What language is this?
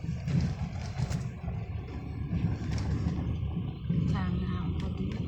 Lao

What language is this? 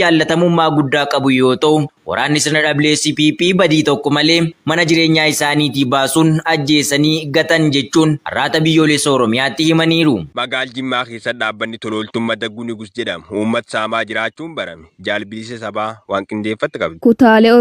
Oromo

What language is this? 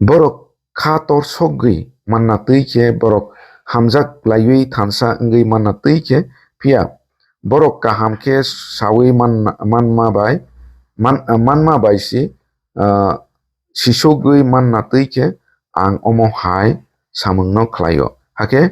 Kok Borok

